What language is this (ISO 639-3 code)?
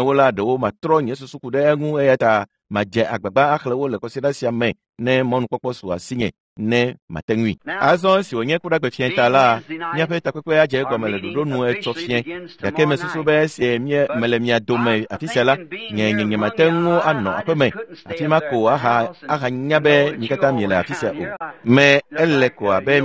ewe